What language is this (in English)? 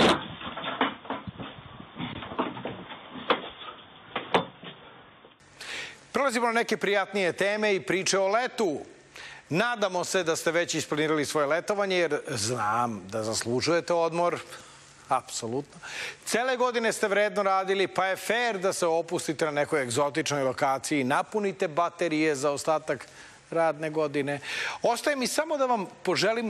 Serbian